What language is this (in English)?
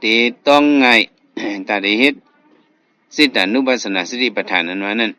Shan